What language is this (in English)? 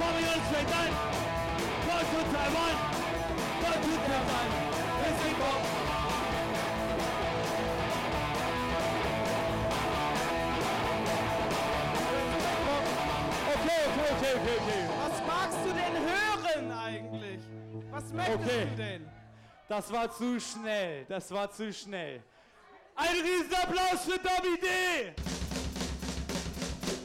German